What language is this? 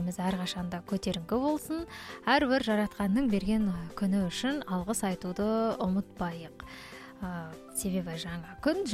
Kazakh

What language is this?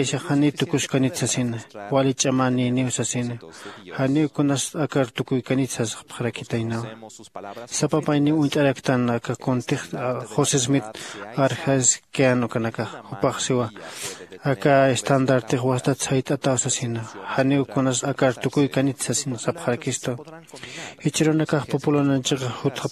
Aymara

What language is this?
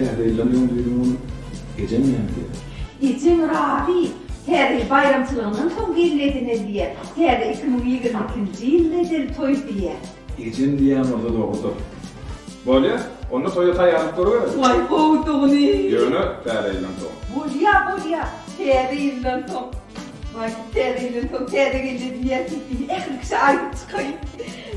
Turkmen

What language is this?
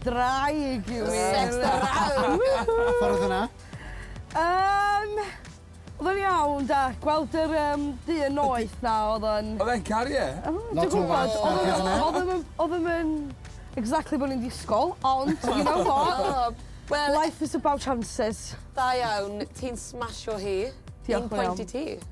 Welsh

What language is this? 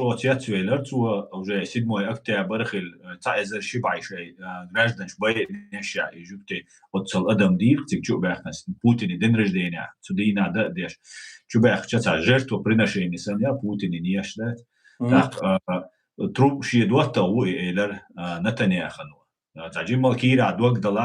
Chechen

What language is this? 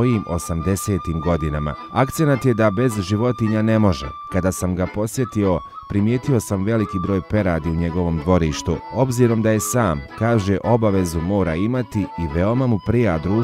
Bosnian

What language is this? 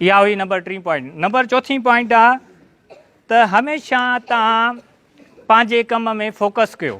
Sindhi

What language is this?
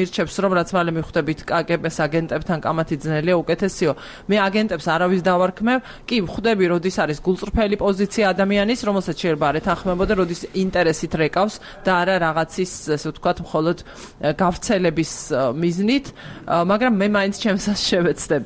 Georgian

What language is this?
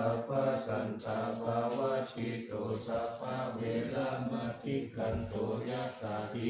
Pali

